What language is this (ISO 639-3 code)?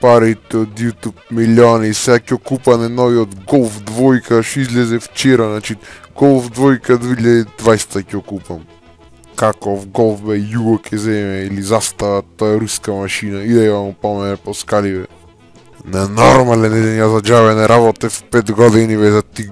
mkd